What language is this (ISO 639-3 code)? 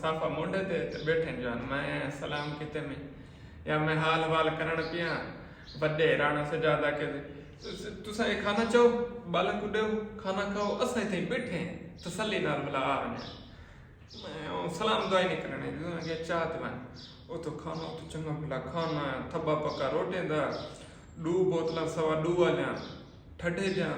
skr